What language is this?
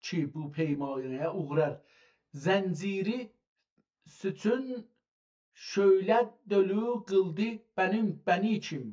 South Azerbaijani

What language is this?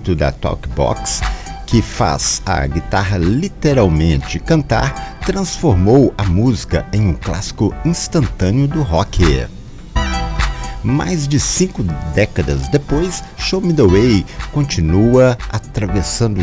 Portuguese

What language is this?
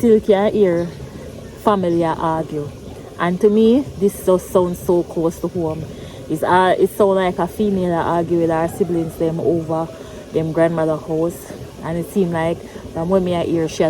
Jamaican Creole English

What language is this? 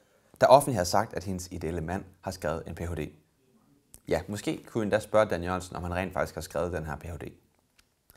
Danish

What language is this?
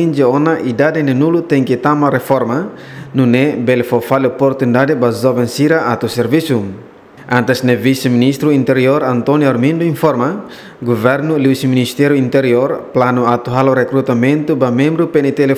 Tetum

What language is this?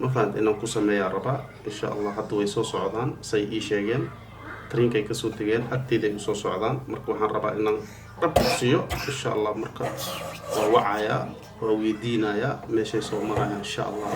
Somali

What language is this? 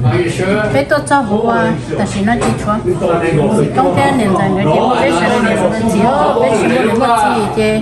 Hmong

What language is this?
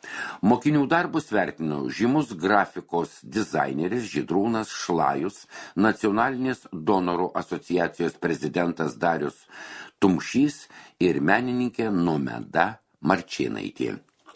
Lithuanian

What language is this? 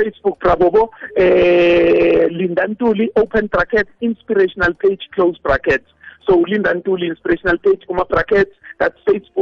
South Ndebele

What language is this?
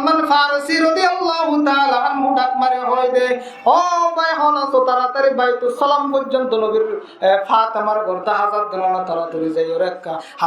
Rohingya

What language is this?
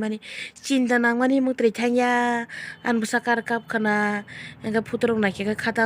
Kok Borok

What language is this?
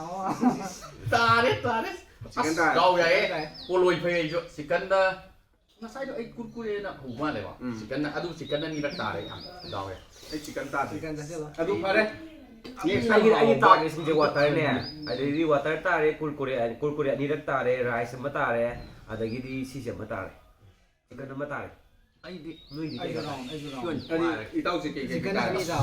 Manipuri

